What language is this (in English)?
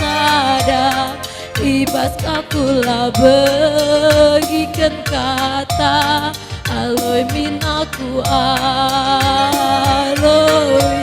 Batak Karo